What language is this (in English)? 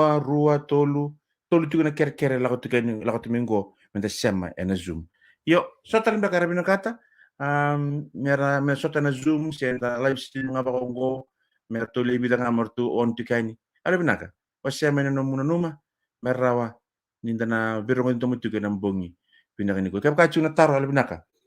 Fijian